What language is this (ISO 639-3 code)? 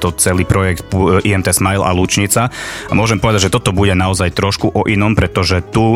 slk